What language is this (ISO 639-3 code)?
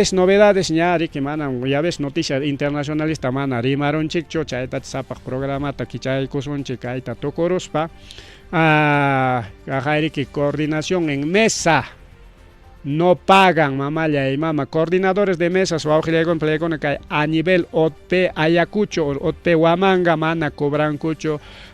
quy